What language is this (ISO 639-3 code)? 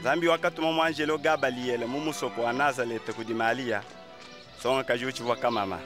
lua